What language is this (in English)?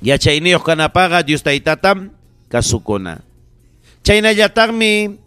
Ayacucho Quechua